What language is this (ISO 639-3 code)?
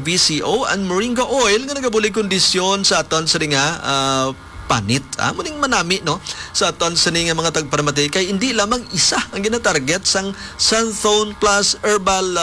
hil